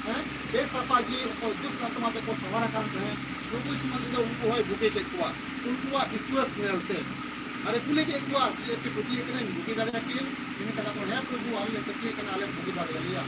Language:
Santali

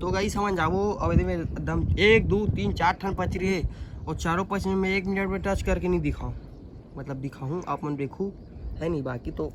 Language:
Chhattisgarhi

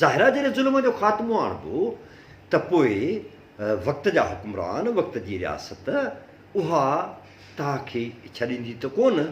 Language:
Sindhi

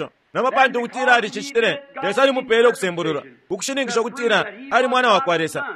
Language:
Bemba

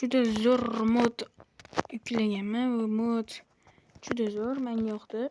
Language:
Uzbek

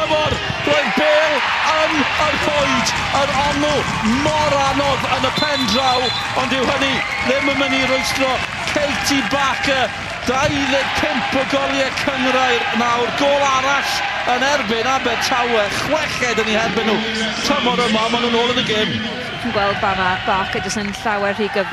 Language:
Welsh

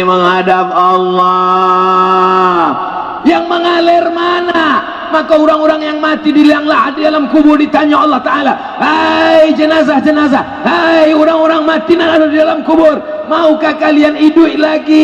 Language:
Minangkabau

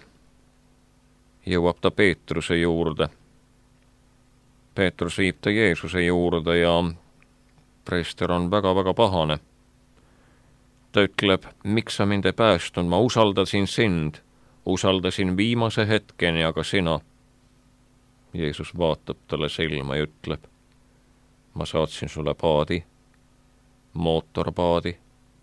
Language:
Estonian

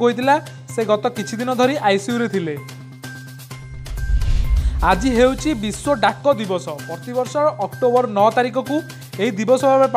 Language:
Odia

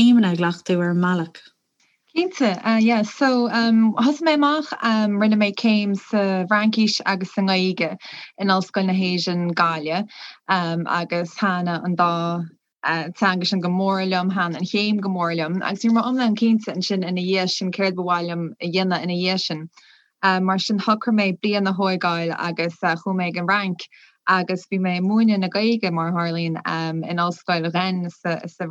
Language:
Irish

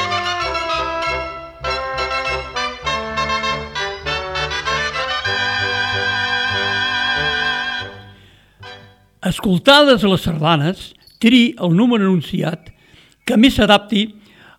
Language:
Catalan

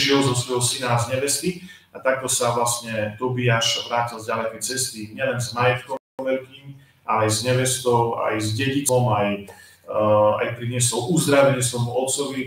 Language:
Slovak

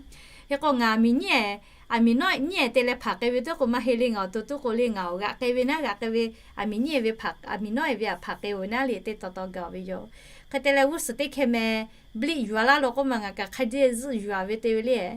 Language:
Lahu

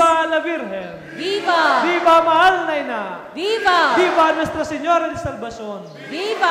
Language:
Bikol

